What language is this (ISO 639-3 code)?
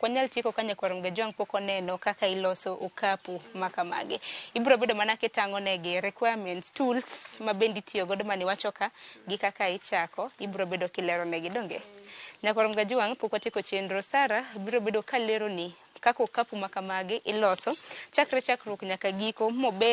luo